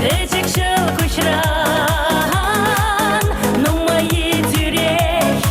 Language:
Chuvash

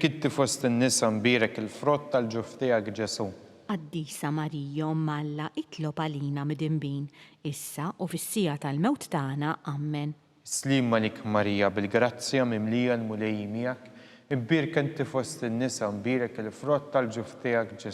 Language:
Maltese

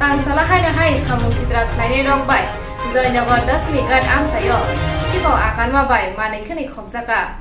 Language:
Kok Borok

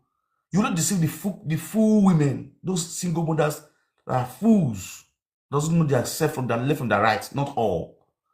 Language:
Nigerian Pidgin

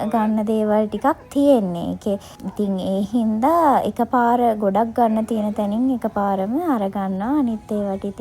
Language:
Sinhala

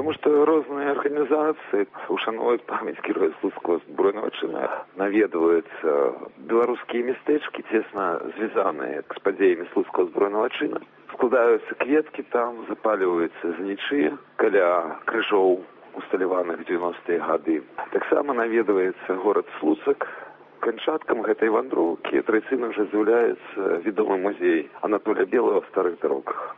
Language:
Belarusian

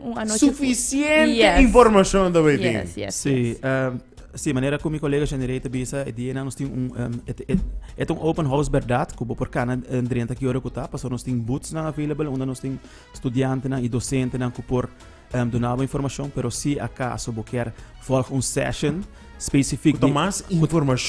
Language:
Papiamento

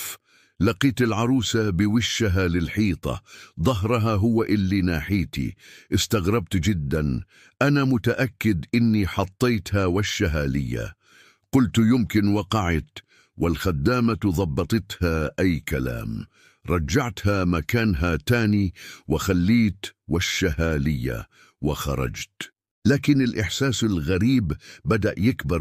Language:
Egyptian Arabic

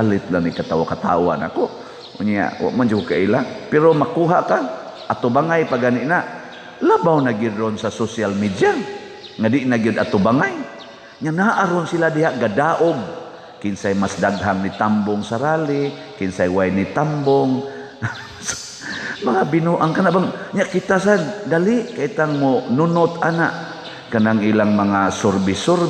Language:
Cebuano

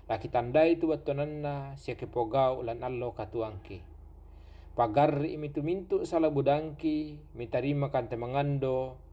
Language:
Toraja-Sa'dan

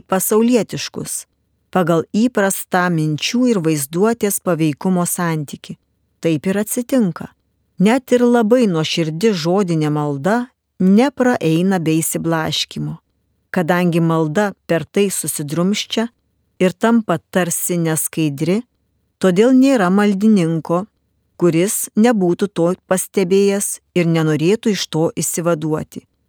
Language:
Lithuanian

